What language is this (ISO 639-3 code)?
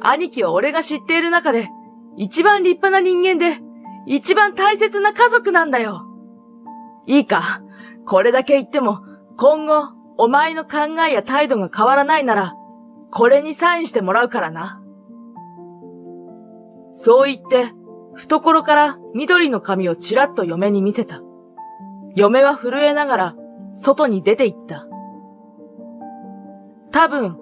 jpn